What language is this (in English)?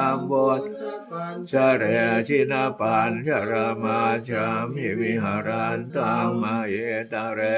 Pali